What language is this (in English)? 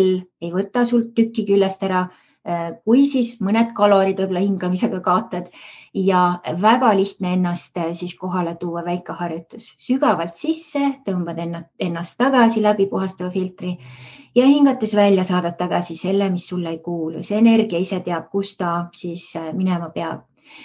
Estonian